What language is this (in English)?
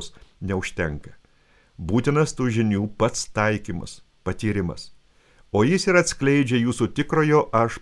Lithuanian